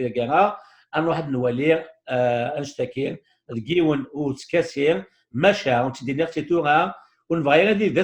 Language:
Kabyle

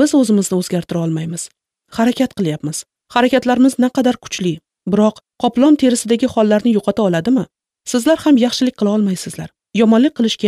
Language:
Uzbek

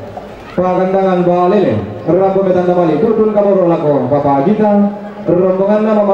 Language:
Toraja-Sa'dan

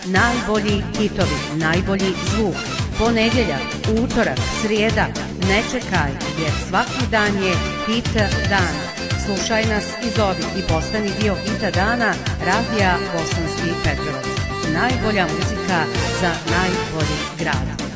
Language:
Bosnian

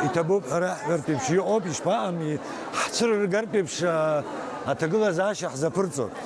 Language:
Abkhazian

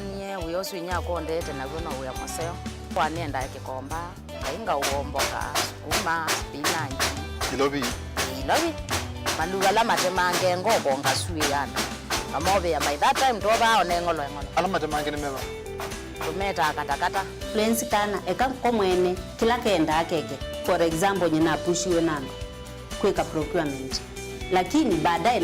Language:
Kamba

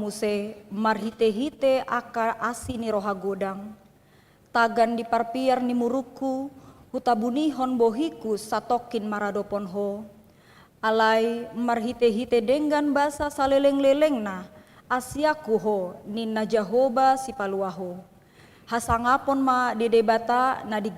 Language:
Batak Toba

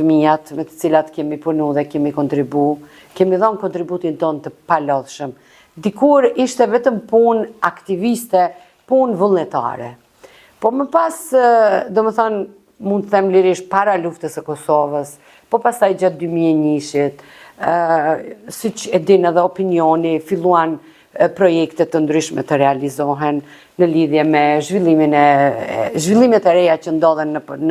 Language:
Albanian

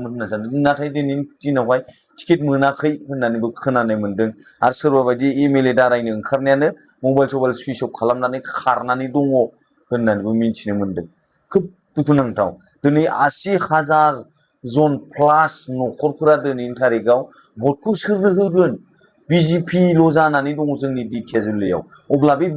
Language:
Bodo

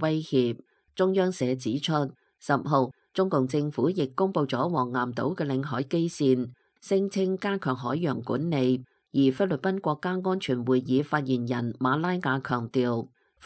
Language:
Cantonese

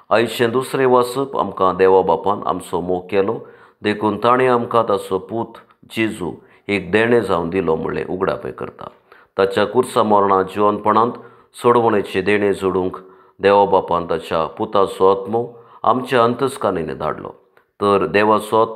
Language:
Konkani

